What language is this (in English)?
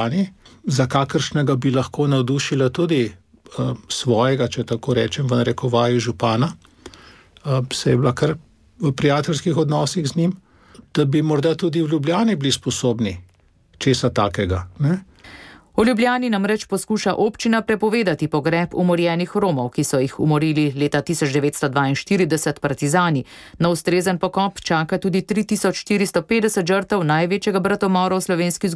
Slovenian